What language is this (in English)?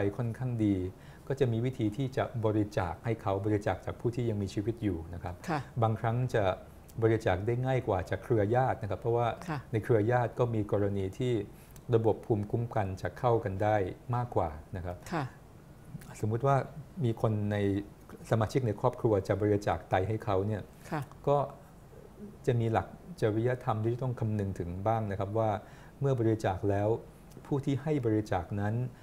Thai